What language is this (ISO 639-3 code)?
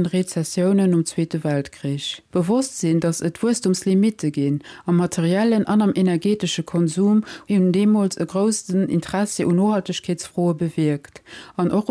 ltz